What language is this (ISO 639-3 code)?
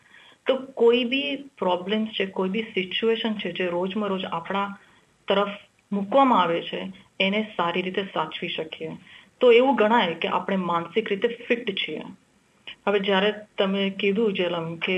guj